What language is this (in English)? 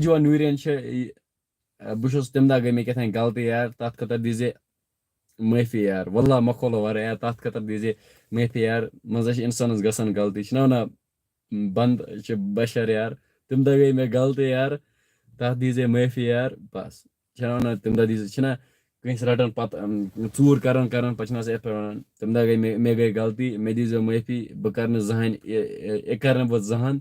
Kashmiri